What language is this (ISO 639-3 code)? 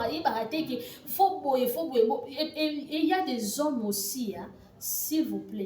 lin